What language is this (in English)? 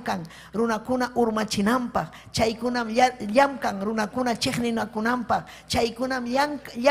Ayacucho Quechua